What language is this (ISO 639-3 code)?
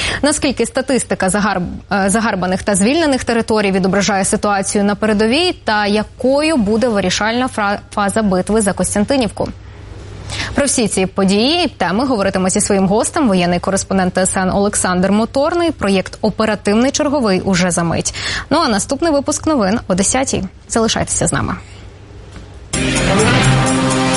ukr